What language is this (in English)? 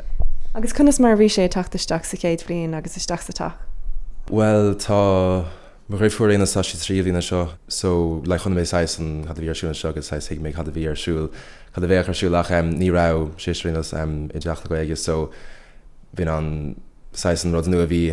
Irish